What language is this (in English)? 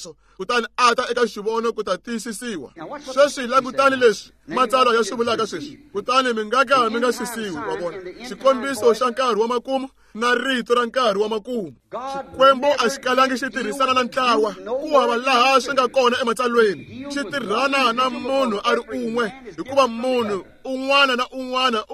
Tsonga